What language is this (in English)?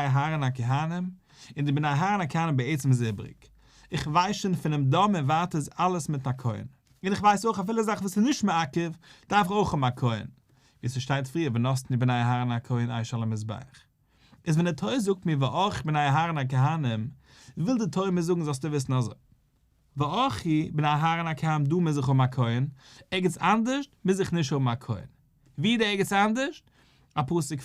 Yiddish